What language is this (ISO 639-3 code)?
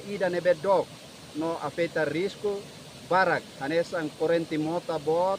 tet